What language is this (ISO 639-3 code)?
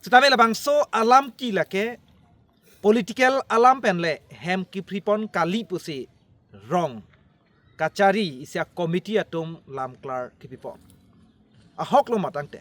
mjw